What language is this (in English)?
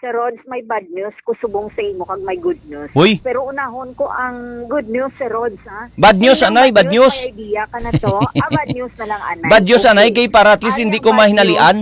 Hiligaynon